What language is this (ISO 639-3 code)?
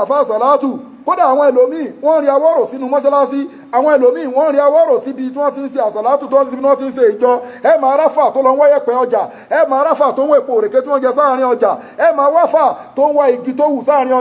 yor